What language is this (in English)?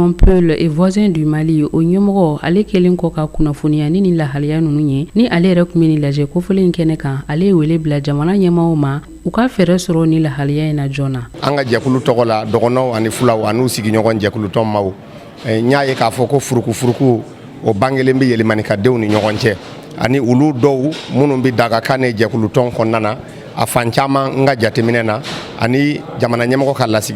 Bambara